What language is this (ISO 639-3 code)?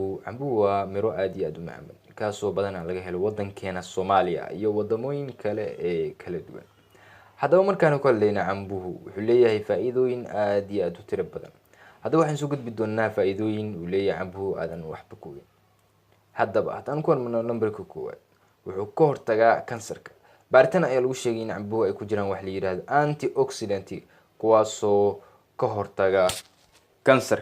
som